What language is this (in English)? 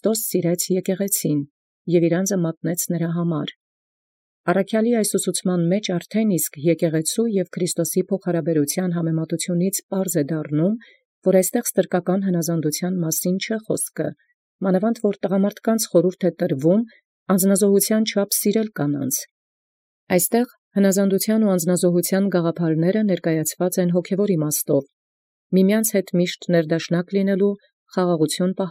Armenian